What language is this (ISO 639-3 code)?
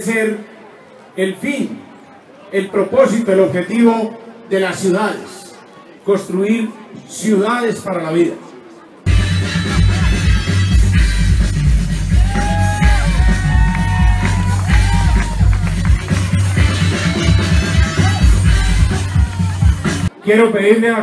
spa